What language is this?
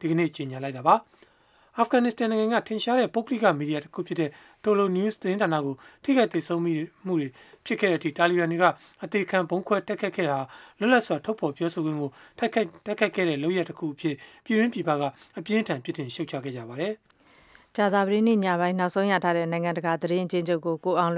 Burmese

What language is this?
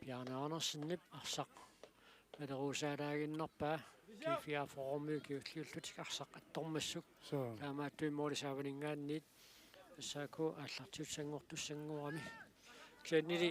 Kalaallisut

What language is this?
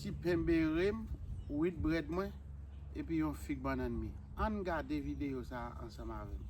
Haitian Creole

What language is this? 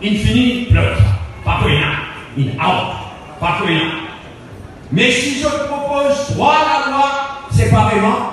Morisyen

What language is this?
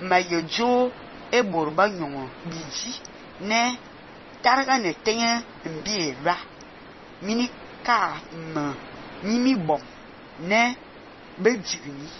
Fang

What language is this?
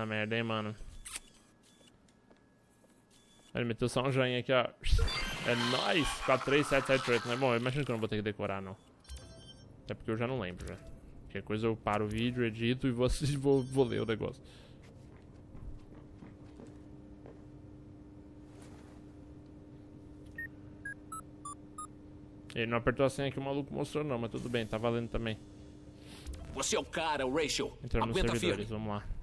Portuguese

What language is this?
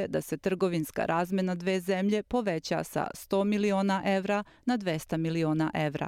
Serbian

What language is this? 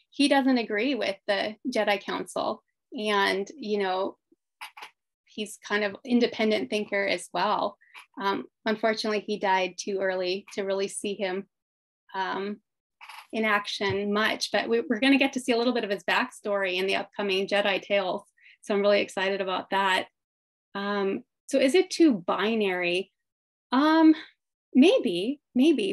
English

